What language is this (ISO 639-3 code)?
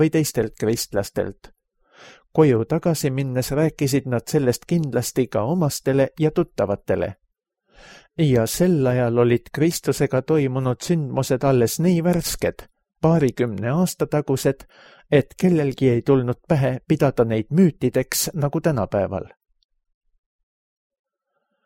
est